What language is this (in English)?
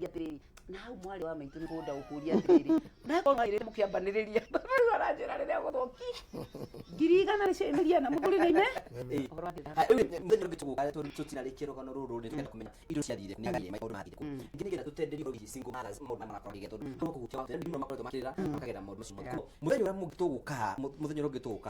Kikuyu